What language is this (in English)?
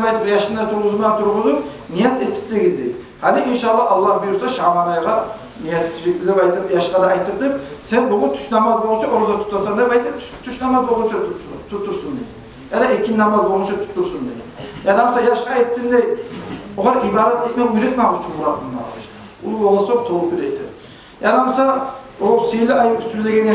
Kumyk